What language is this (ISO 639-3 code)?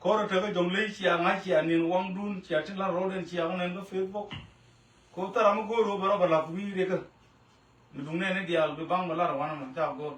nus